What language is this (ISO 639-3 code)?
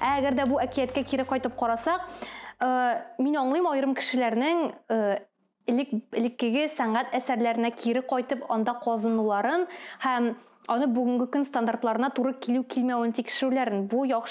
tat